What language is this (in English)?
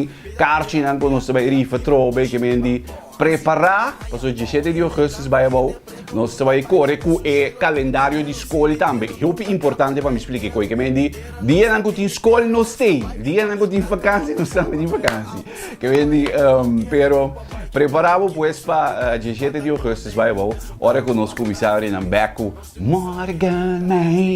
Papiamento